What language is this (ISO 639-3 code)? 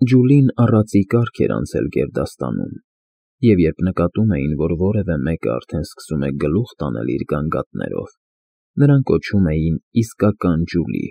hye